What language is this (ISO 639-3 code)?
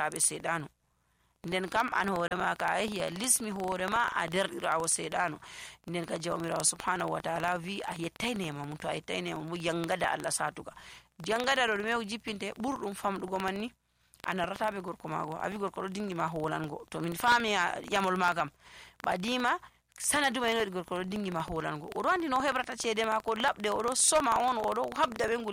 fuv